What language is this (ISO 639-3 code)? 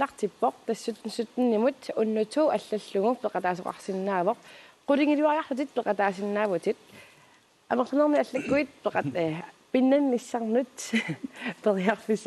kal